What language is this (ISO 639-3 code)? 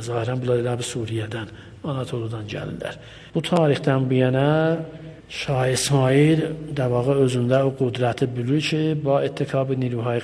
aze